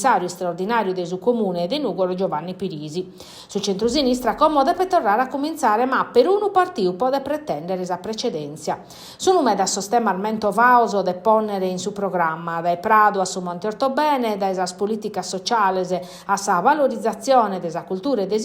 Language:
Sardinian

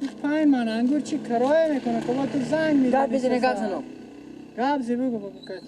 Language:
Persian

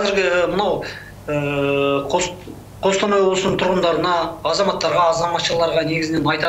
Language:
Kazakh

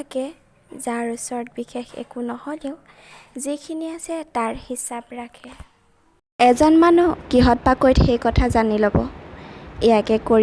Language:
Assamese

